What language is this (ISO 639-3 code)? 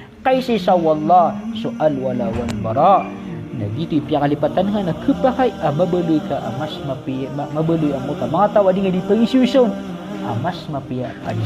mrw